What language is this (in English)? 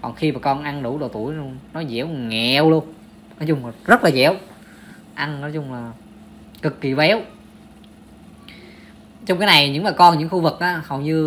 Vietnamese